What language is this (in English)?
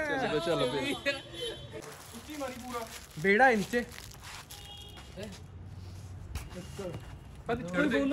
Punjabi